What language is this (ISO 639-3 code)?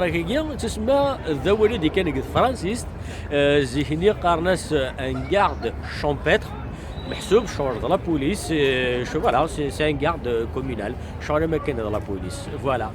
kab